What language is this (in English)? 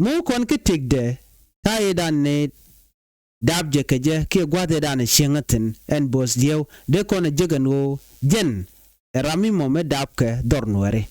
Nuer